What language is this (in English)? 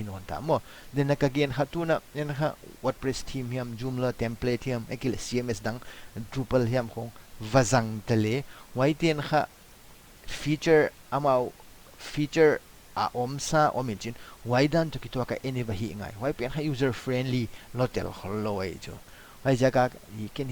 Paite Chin